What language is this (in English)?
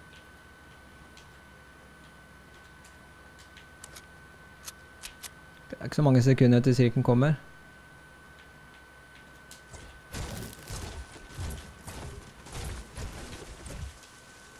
Norwegian